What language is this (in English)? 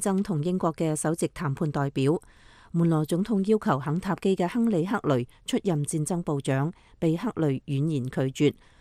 Cantonese